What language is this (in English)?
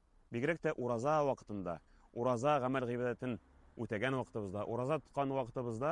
Tatar